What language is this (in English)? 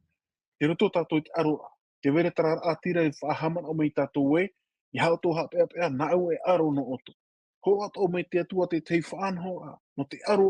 Tahitian